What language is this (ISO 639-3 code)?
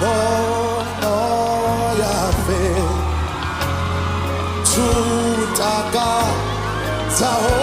ven